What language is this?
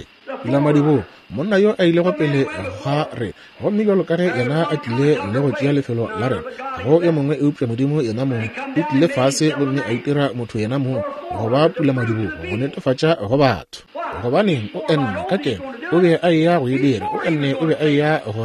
Northern Sotho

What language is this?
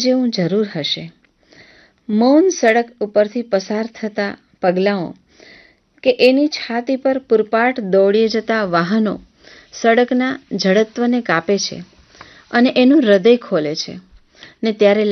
Gujarati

